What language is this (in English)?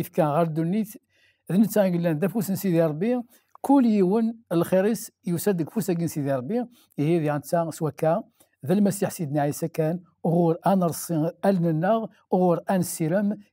Kabyle